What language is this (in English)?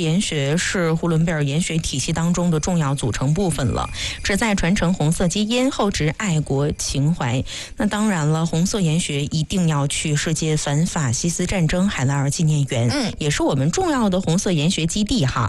Chinese